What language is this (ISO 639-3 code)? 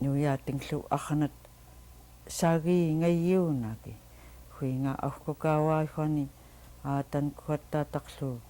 esu